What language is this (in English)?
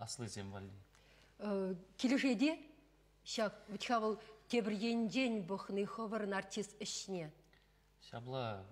Chuvash